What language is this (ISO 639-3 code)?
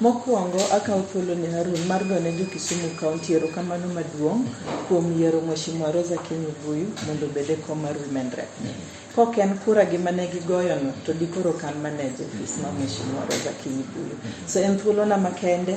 luo